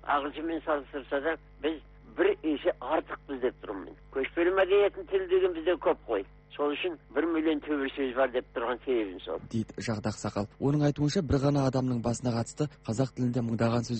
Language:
Kazakh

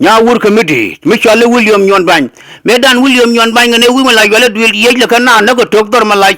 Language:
Nuer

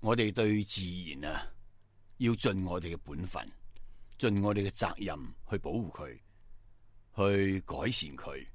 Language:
Cantonese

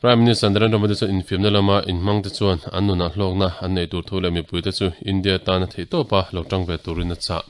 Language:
Mizo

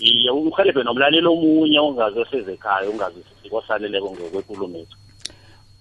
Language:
South Ndebele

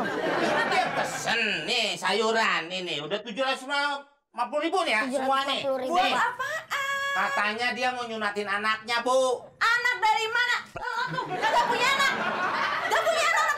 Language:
Betawi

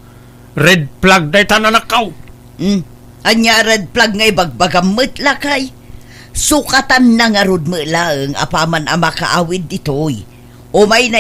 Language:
Iloko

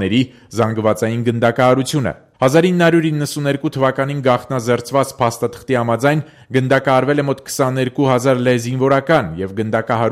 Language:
Armenian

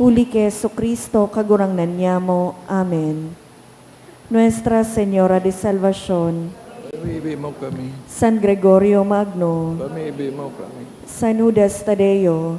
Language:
Bikol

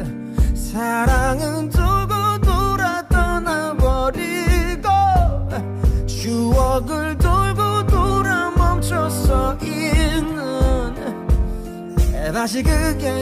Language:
Korean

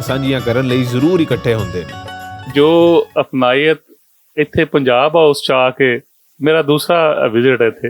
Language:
Western Panjabi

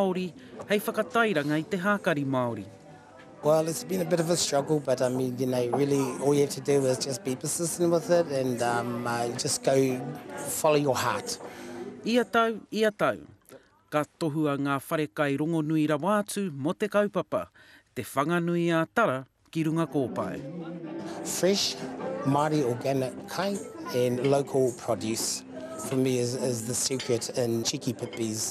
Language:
Māori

